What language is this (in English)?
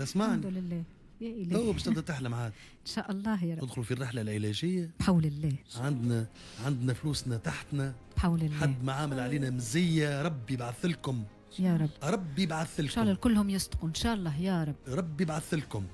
Tunisian Arabic